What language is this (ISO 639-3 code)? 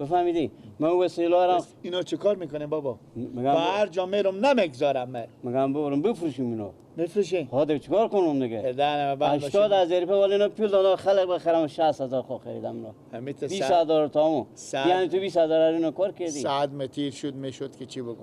fas